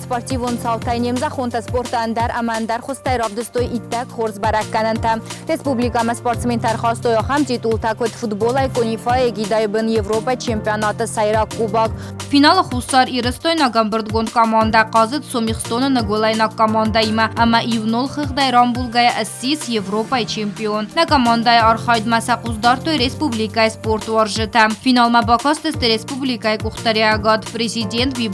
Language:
Ossetic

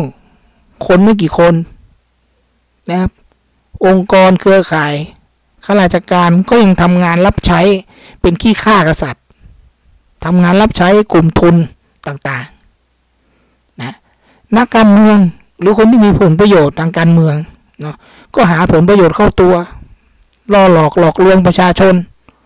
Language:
Thai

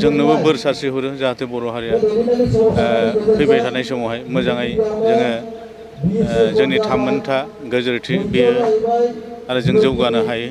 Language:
Bodo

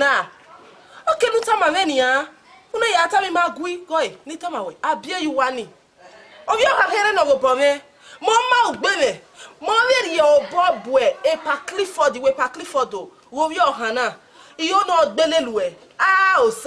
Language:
Bini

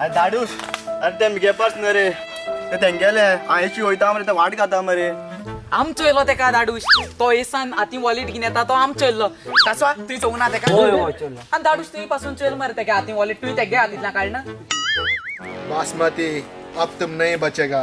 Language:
Konkani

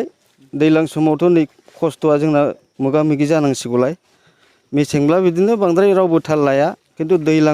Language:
Bodo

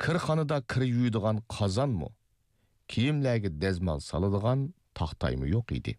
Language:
Uyghur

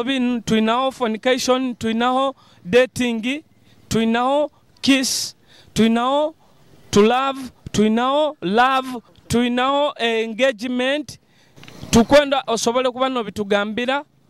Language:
Nyoro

